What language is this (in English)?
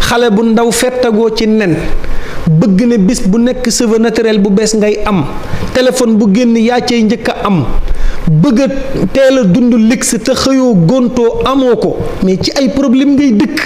Wolof